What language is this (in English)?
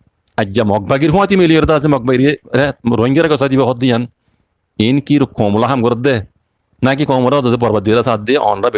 Rohingya